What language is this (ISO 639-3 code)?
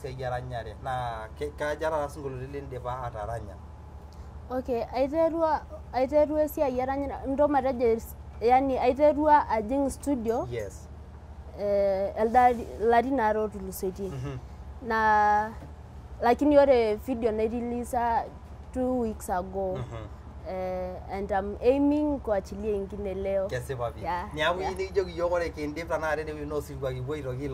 mas